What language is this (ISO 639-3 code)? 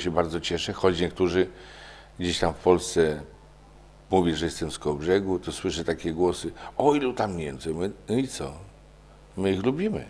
pol